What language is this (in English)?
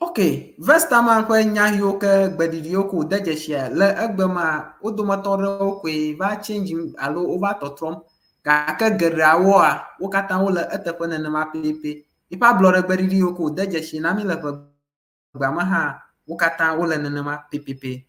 Ewe